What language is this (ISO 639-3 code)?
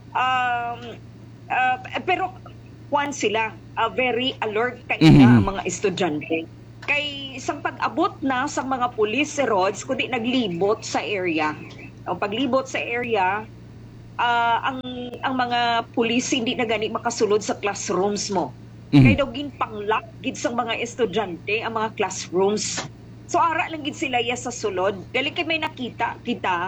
hil